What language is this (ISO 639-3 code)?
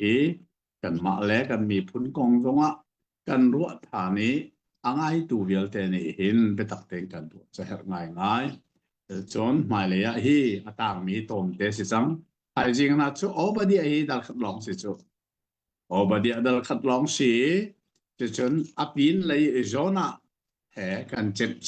cnh